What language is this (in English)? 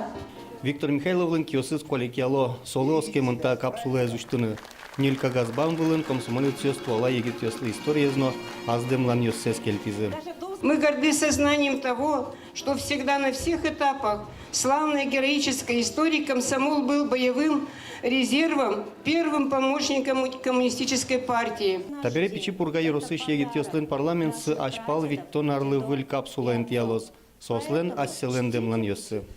Udmurt